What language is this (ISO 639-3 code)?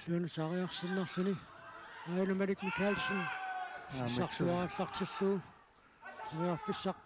kal